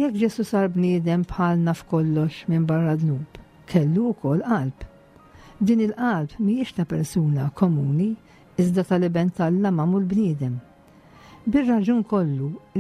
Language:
Maltese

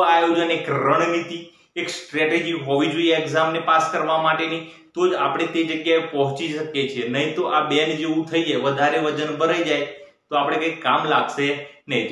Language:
Gujarati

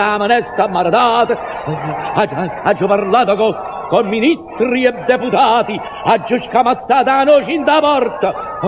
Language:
Neapolitan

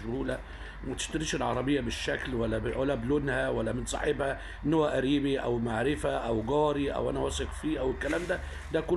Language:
Egyptian Arabic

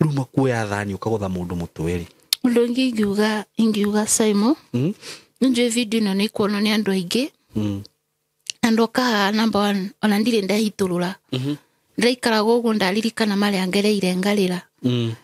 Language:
Kikuyu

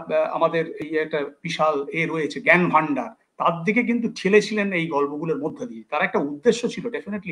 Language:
Bangla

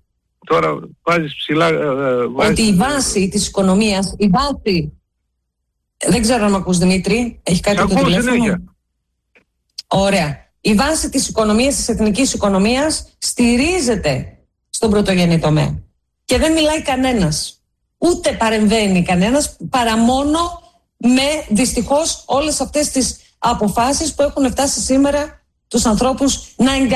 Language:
Greek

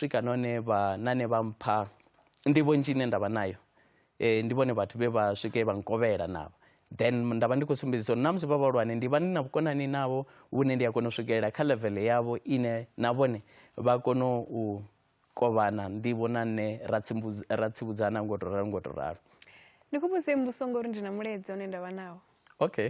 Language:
Venda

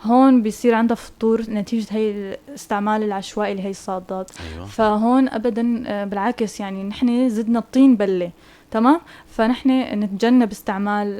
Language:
North Levantine Arabic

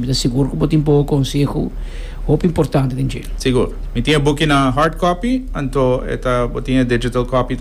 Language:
Papiamento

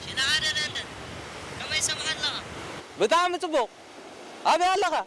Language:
Tigrinya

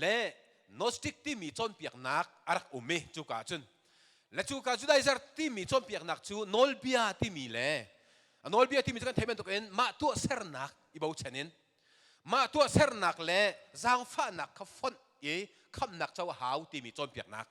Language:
Hakha Chin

